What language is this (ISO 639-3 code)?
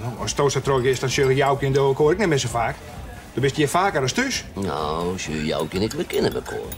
fry